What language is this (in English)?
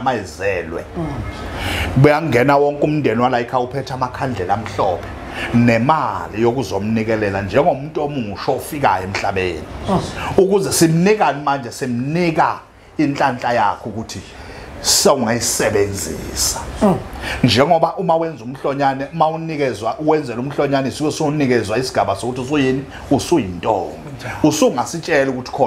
Zulu